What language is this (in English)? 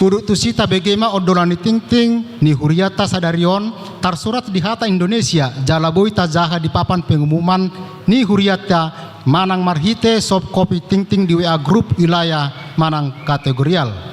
Batak Toba